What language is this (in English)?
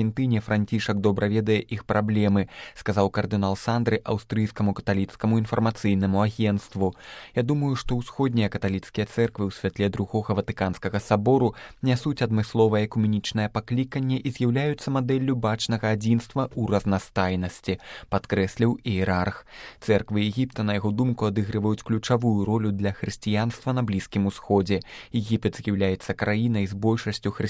Belarusian